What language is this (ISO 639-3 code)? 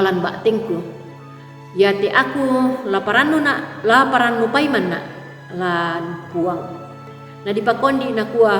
sda